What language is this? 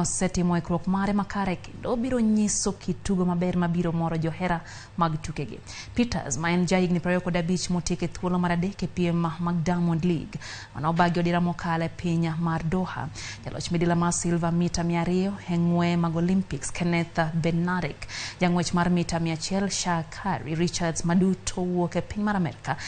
Luo (Kenya and Tanzania)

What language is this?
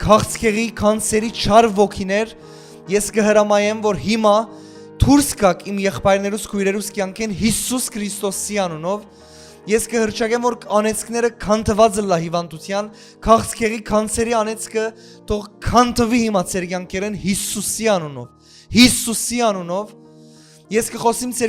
Western Armenian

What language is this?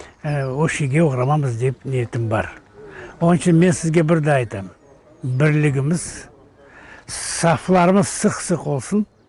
Crimean Tatar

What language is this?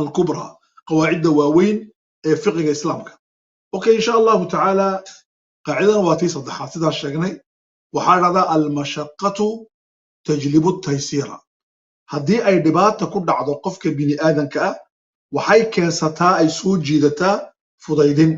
Somali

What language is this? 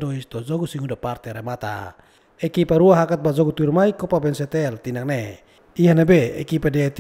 Tetum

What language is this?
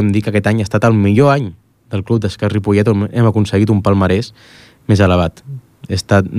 Catalan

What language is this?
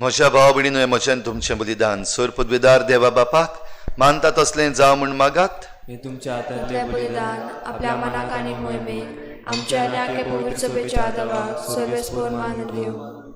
Konkani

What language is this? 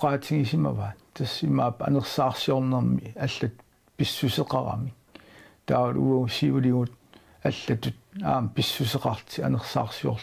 Kalaallisut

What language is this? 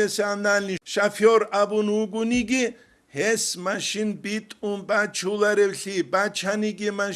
Avaric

